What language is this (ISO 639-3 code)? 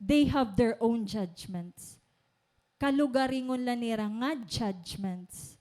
war